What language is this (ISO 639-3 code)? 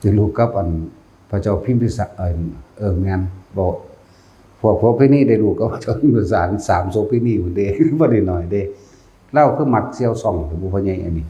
tts